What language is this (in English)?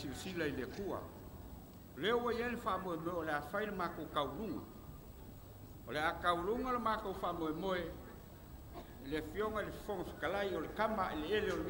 Samoan